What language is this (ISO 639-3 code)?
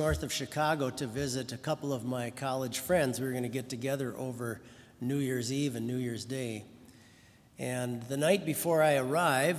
eng